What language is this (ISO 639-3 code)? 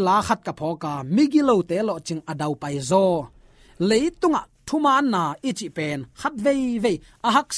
ctd